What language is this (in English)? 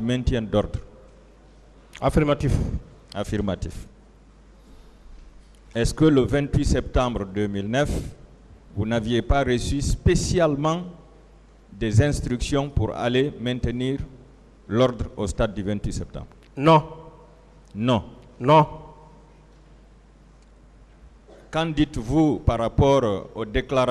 French